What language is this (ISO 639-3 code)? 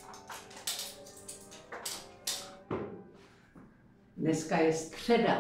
ces